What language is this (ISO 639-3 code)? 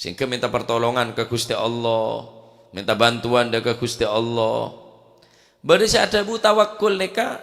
mad